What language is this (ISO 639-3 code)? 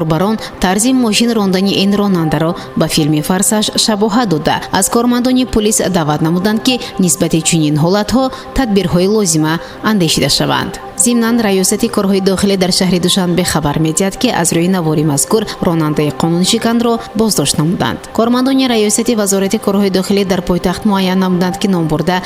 tgk